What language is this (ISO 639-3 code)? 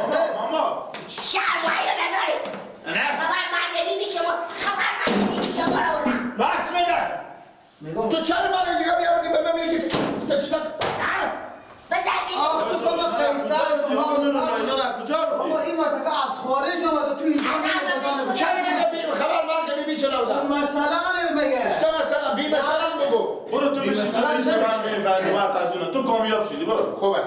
fas